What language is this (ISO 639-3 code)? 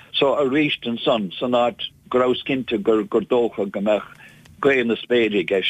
gle